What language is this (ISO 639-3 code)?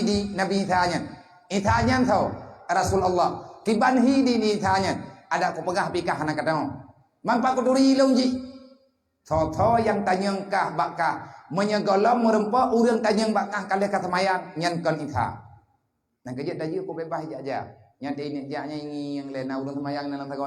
ace